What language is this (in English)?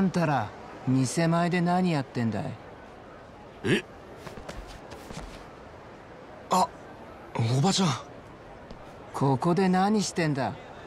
Japanese